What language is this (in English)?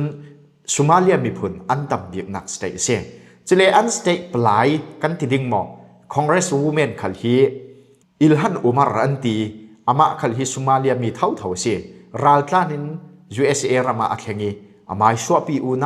Falam Chin